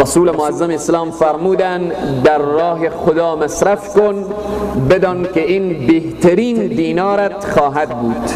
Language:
Persian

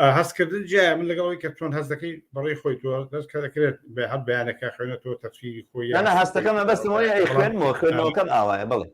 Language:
Central Kurdish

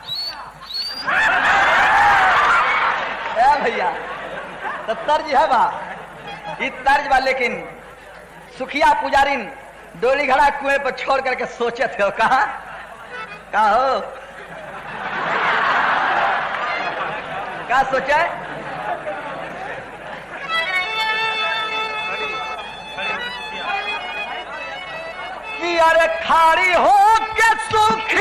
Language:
Bhojpuri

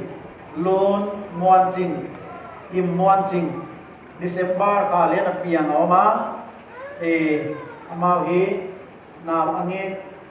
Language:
Paite Chin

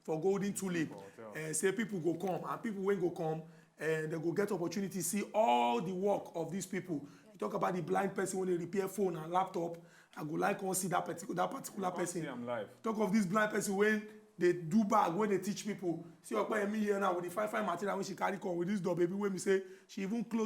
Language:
Nigerian Pidgin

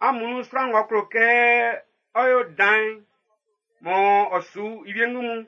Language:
Baoulé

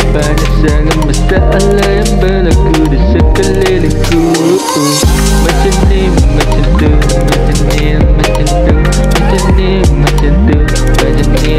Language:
Malay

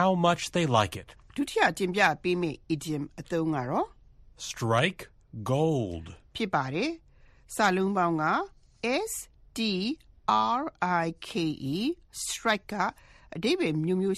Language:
Burmese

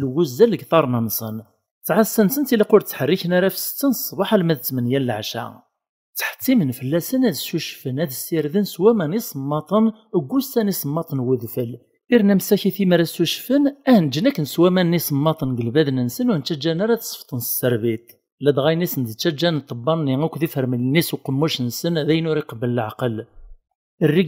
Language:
Kabyle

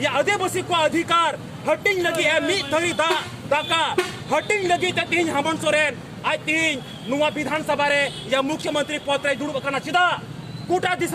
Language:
Santali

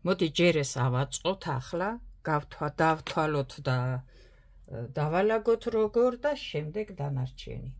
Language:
Georgian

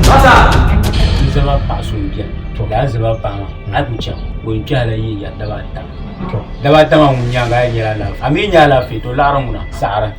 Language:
Dagbani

